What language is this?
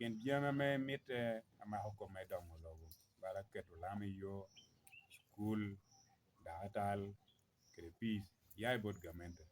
Lango (Uganda)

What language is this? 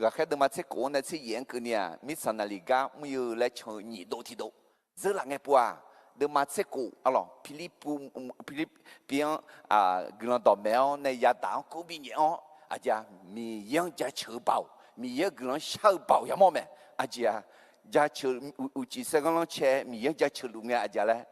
Akha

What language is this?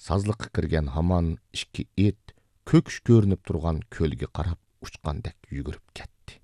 Uyghur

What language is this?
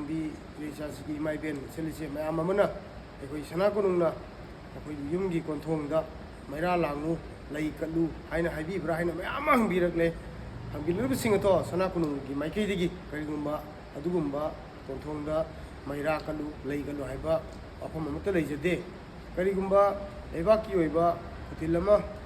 Manipuri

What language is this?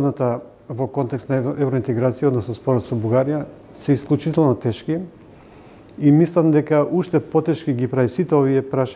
Macedonian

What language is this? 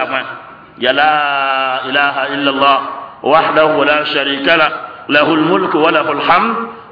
Mossi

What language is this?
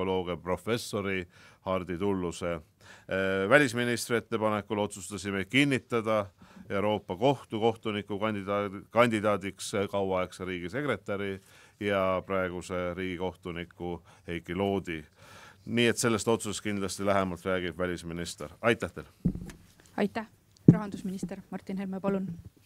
Estonian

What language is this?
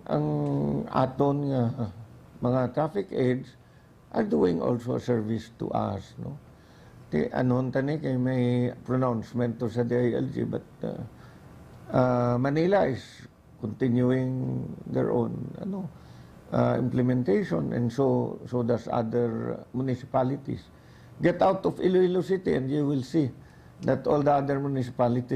Hiligaynon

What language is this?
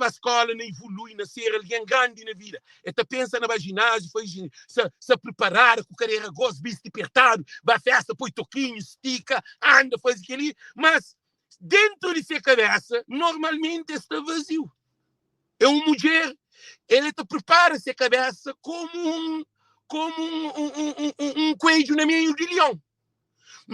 Kabuverdianu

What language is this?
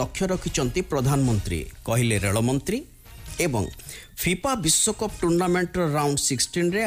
Odia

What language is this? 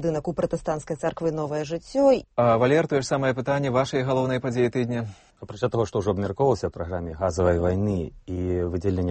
Belarusian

